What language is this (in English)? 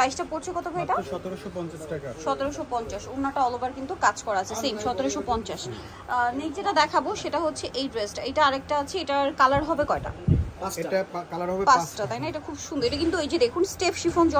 Bangla